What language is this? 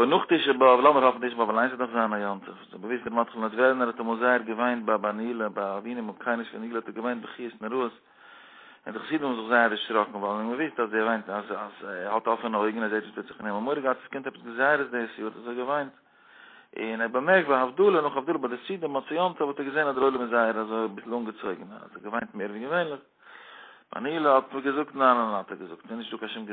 Yiddish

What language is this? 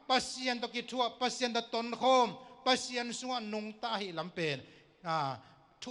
Tedim Chin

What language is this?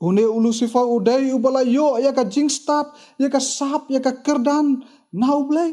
Khasi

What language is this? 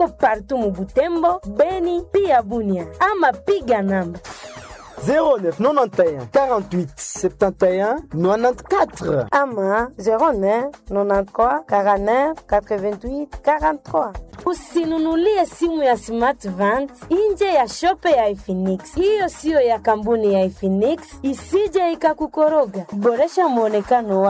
Swahili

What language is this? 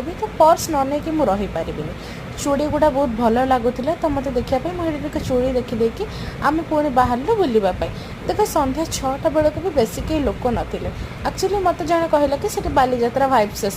Odia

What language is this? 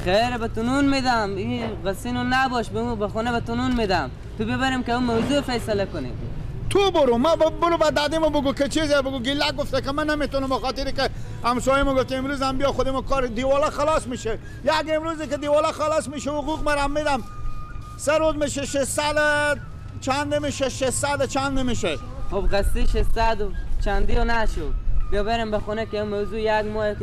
Persian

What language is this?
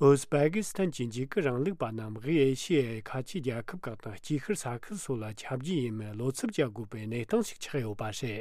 Tibetan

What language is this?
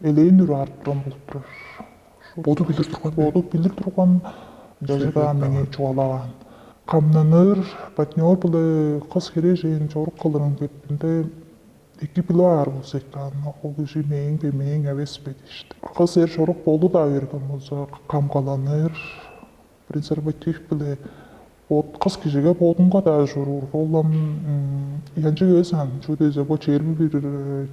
Tuvinian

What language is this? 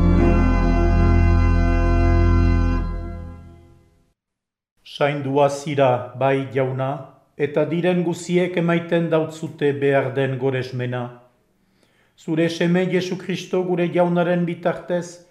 Basque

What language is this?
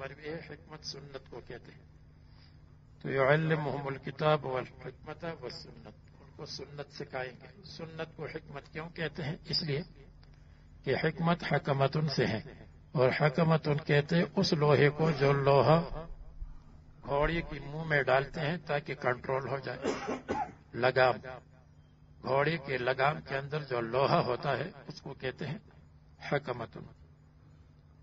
Urdu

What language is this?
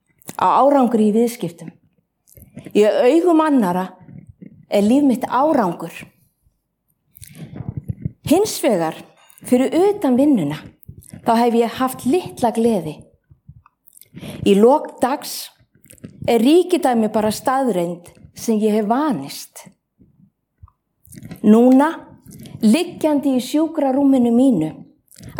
Icelandic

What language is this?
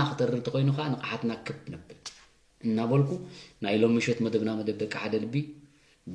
Tigrinya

